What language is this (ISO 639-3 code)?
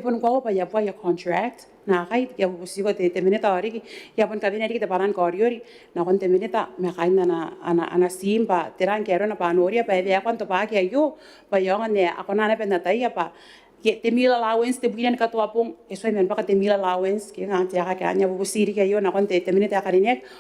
gil